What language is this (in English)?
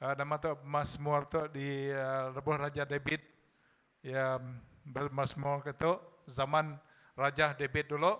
Iban